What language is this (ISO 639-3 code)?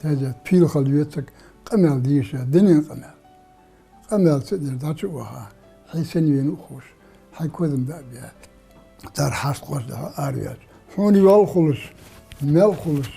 inh